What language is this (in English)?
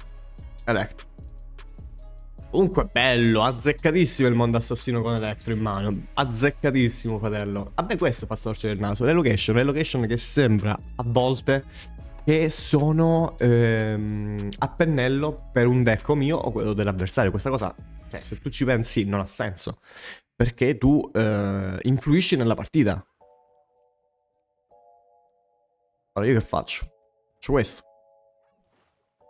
Italian